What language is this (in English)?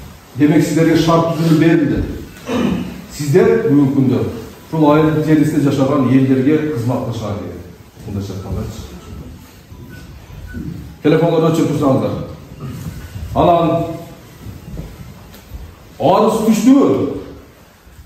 Kyrgyz